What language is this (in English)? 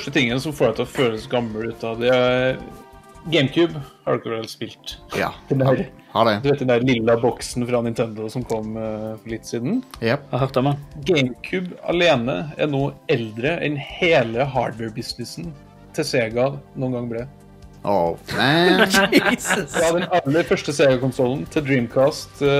Norwegian